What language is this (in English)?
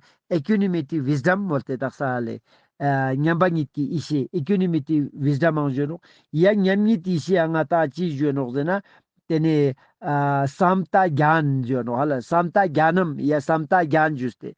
Ladakhi